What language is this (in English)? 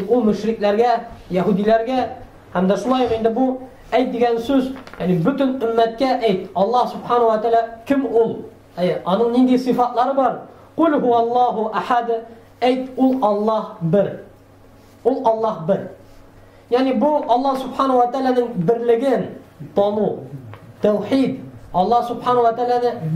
Tatar